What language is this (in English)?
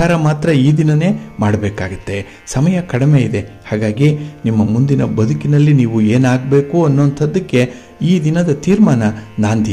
Kannada